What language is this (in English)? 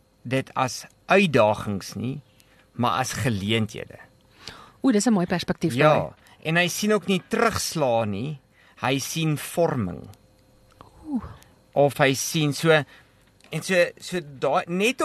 Afrikaans